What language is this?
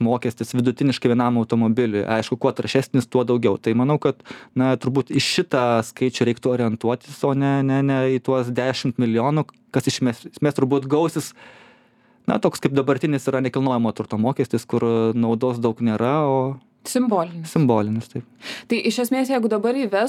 Lithuanian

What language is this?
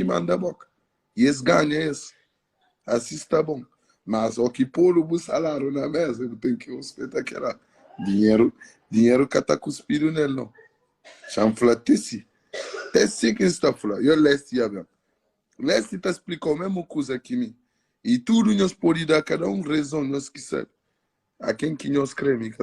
Kabuverdianu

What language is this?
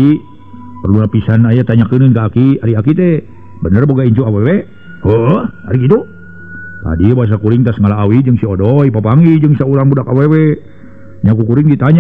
Sundanese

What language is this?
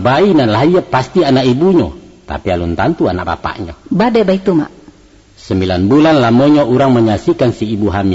Minangkabau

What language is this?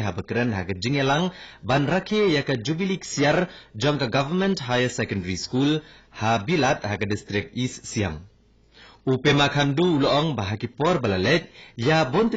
Khasi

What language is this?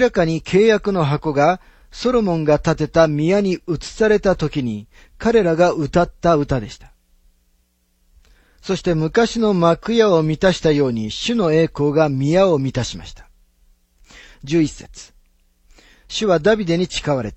Japanese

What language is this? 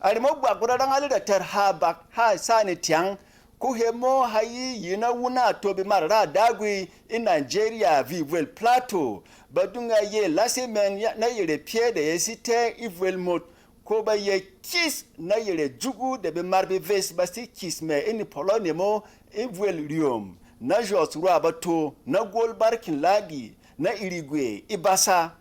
Berom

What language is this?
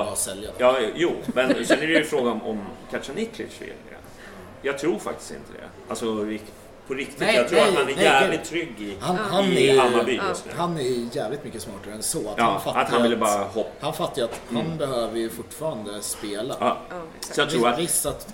Swedish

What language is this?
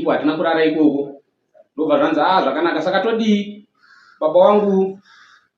Shona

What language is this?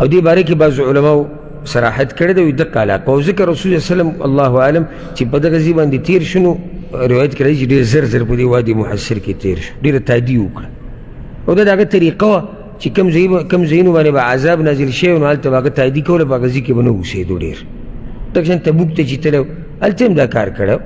Pashto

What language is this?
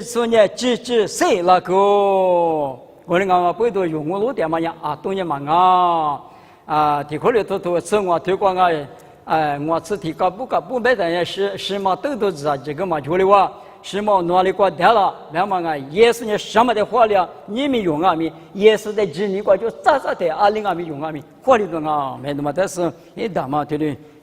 Lisu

